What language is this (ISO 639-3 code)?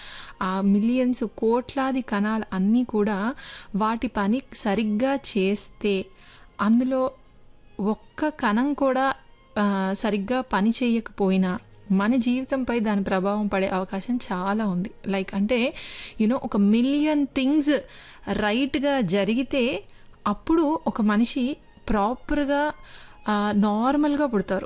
tel